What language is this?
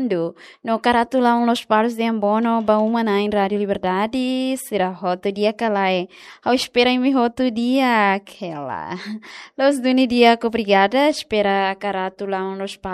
Tetum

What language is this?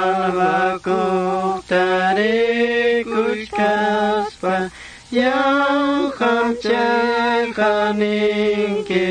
Quechua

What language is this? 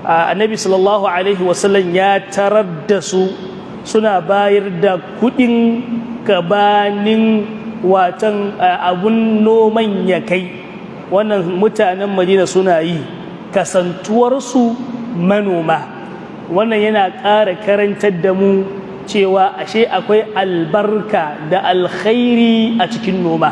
Hausa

